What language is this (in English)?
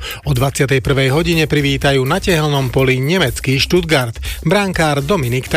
Slovak